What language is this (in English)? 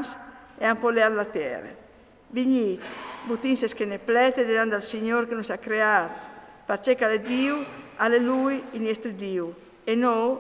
Friulian